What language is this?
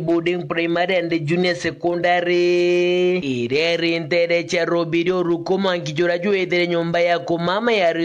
Meru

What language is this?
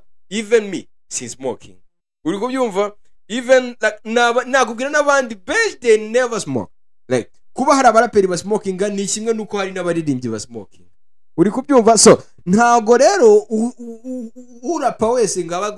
Kinyarwanda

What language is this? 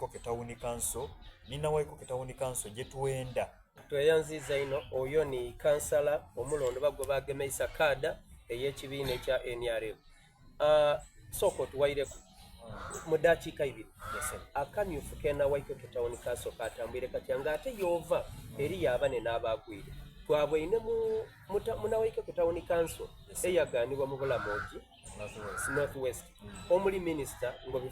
Soga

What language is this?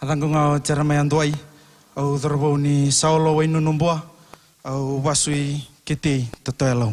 Fijian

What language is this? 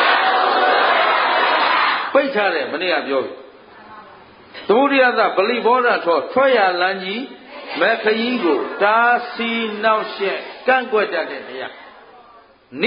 Burmese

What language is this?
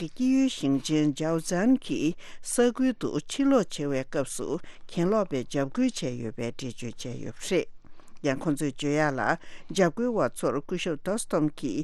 Tibetan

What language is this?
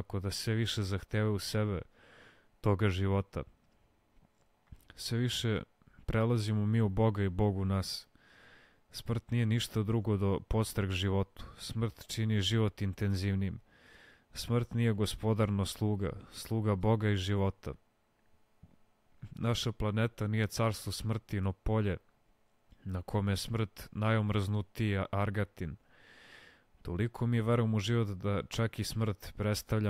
Serbian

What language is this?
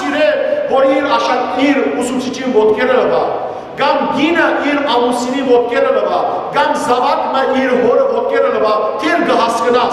Western Armenian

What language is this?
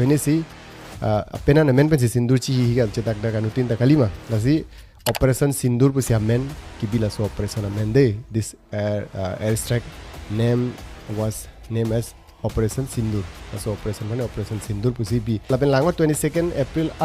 Karbi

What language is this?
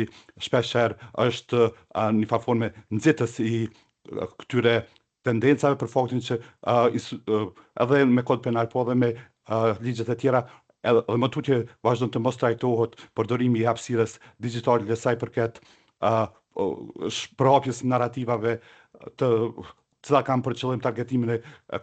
Albanian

